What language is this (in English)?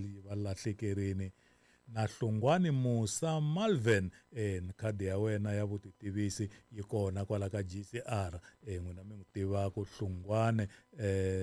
Tsonga